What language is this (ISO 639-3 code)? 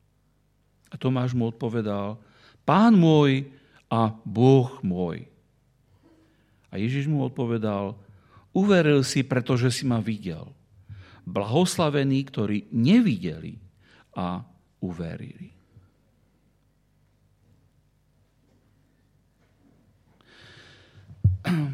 slk